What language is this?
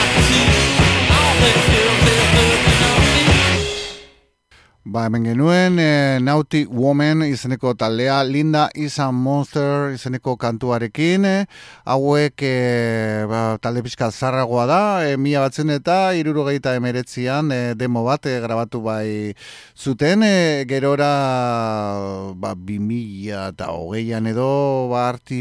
Basque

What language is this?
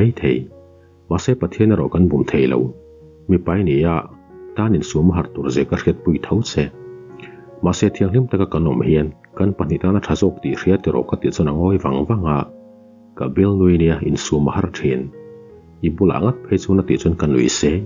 Mizo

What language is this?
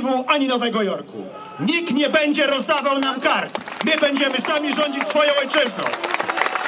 Polish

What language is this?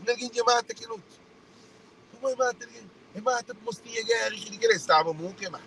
Kabuverdianu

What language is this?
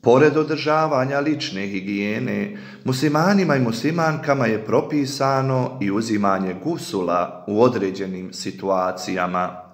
Bosnian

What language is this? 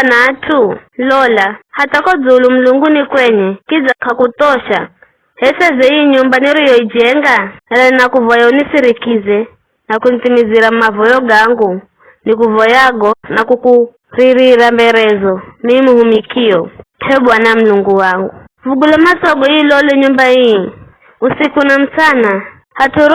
Giryama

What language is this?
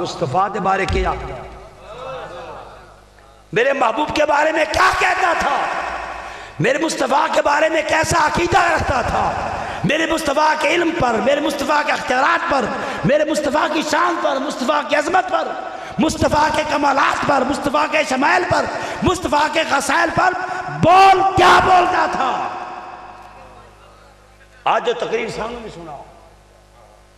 Urdu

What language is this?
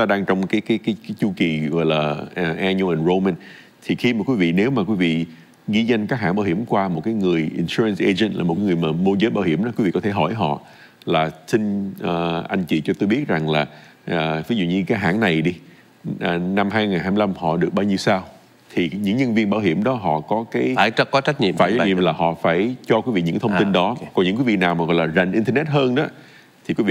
Vietnamese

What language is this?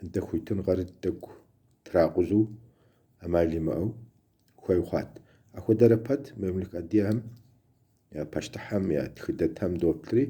Kabardian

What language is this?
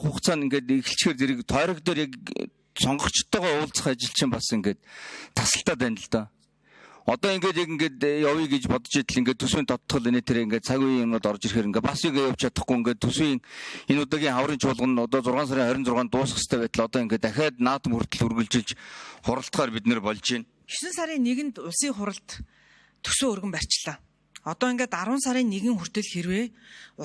Mongolian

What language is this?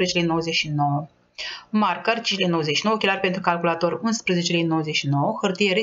Romanian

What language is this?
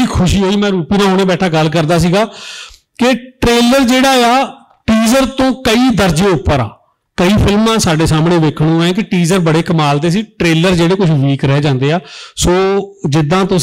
Punjabi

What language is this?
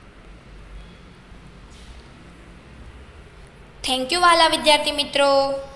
Gujarati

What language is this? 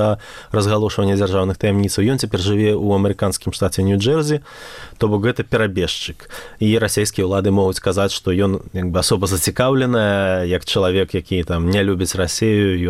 Belarusian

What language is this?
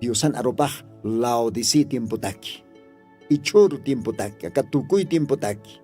Aymara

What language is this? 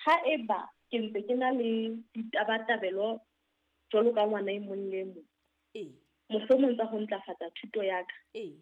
Southern Sotho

